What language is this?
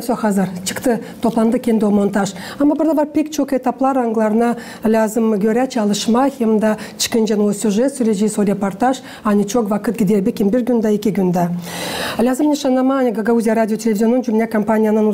Gagauz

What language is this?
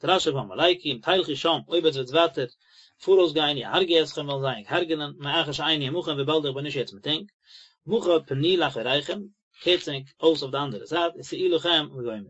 Yiddish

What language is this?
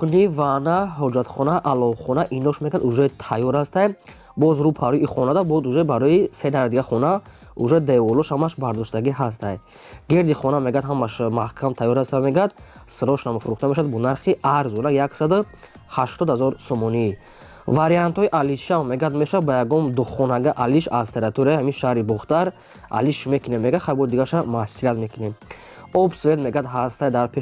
Tajik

